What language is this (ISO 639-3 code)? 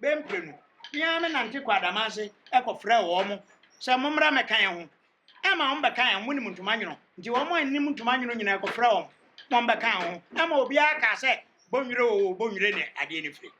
aka